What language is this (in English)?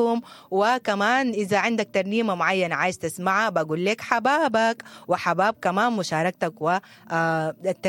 Sudanese Arabic